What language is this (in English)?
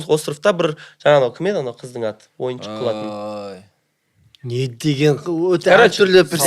Kazakh